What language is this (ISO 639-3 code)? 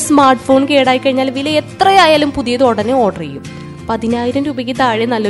mal